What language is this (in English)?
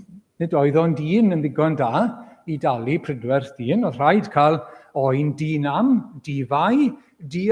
Welsh